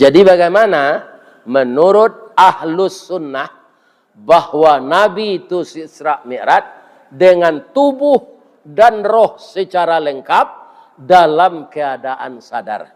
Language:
Minangkabau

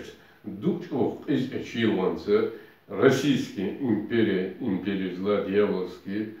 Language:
Chechen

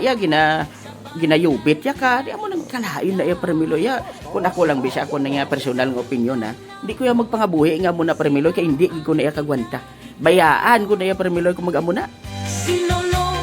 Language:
Hiligaynon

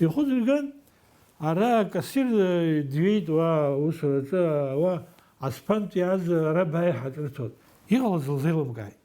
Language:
Abkhazian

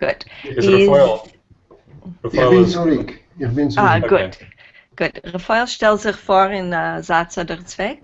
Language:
Yiddish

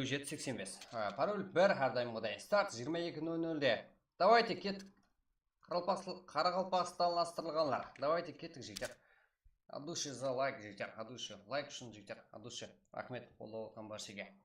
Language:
Kara-Kalpak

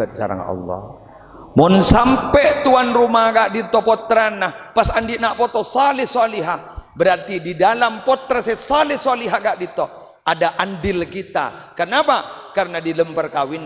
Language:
Madurese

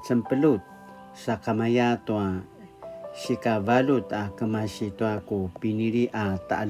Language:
Paiwan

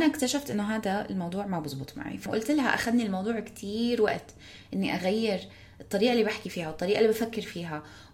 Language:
North Levantine Arabic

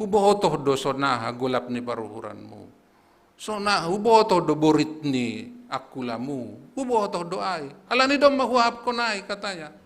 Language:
Batak Simalungun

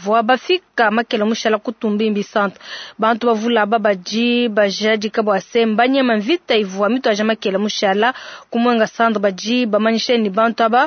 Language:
Luba-Lulua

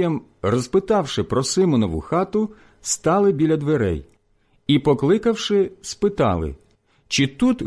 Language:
Ukrainian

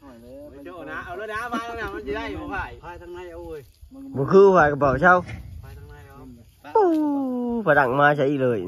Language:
Lao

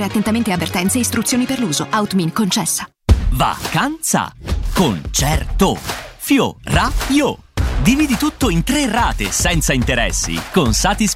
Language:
Italian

